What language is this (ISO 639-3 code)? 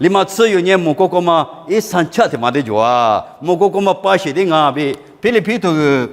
lis